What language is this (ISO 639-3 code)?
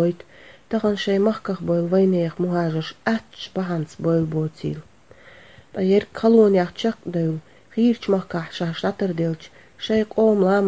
che